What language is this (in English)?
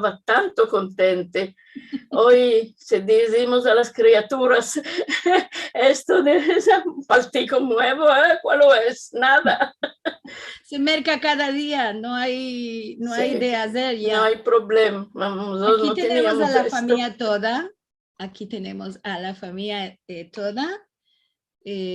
Ladino